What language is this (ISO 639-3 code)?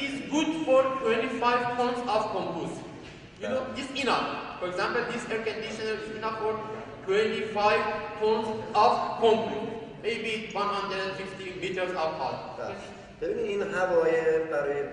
fas